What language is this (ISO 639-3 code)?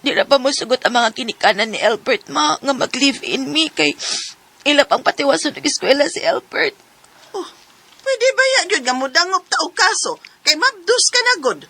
ceb